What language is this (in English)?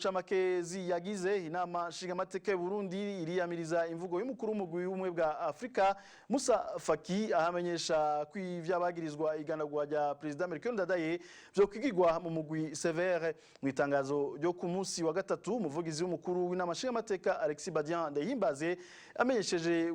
Rundi